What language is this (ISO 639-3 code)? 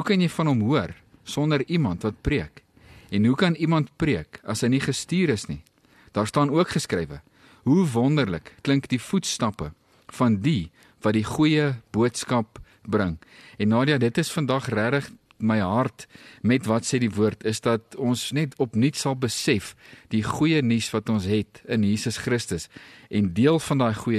afr